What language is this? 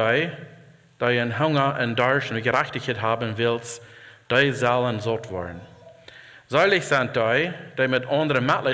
Plautdietsch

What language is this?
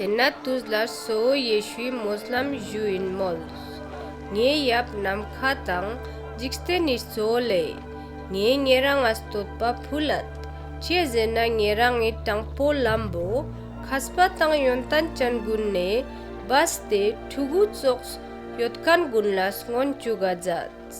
Ladakhi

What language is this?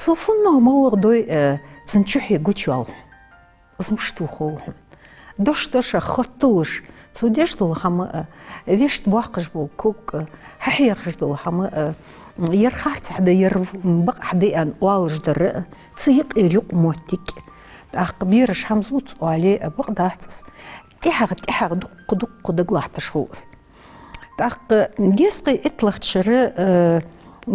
Ingush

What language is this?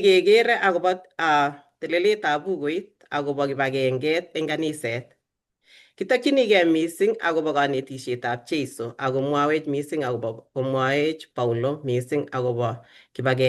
Kalenjin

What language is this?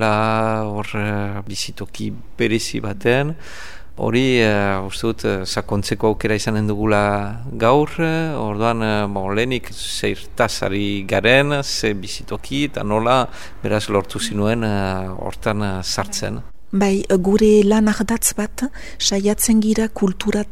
Basque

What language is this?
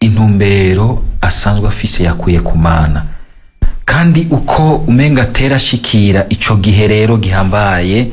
Rundi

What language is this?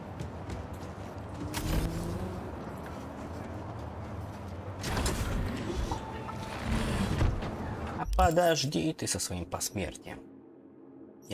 Russian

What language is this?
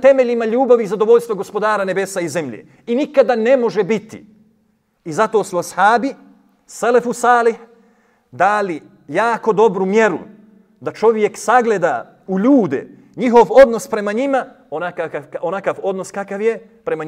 Bosnian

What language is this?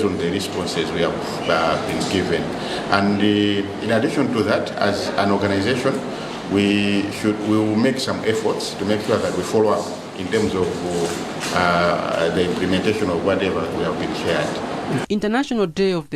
English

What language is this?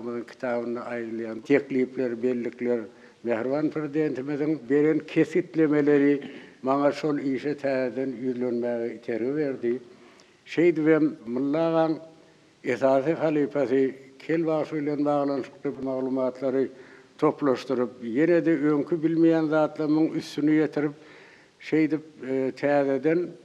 Turkmen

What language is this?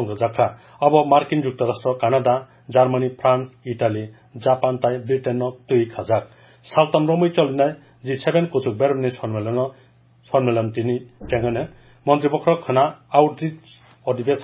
Kok Borok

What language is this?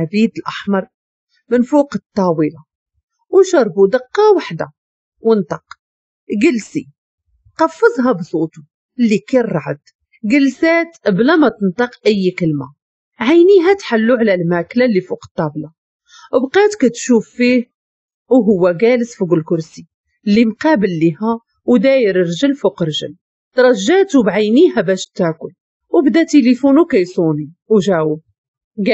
Moroccan Arabic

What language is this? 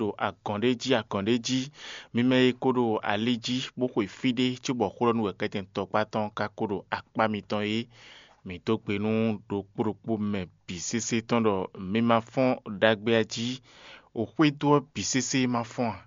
Fon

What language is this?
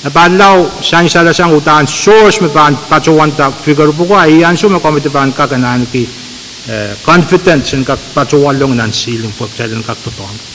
Pohnpeian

